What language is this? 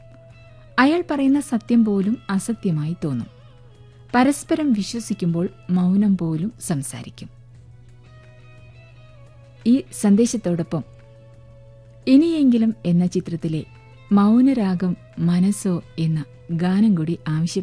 Malayalam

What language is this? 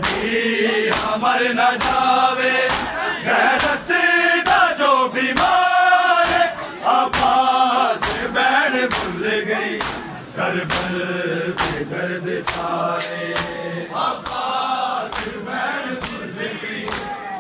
Hindi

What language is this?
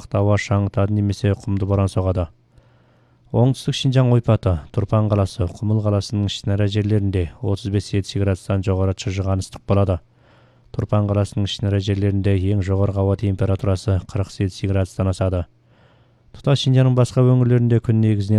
Kazakh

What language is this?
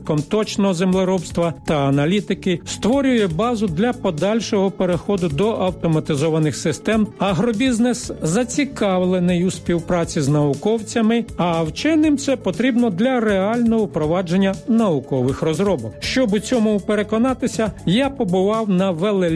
Ukrainian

